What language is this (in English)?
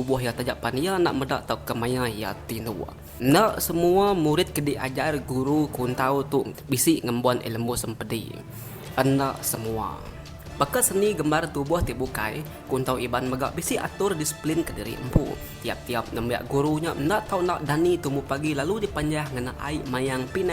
Iban